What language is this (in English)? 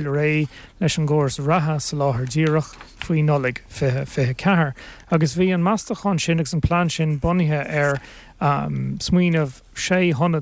Irish